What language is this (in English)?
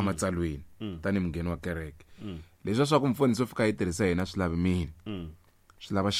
Tsonga